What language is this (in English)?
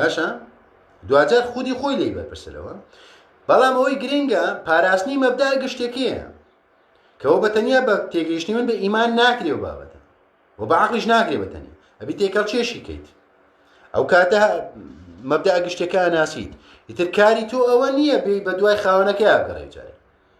Central Kurdish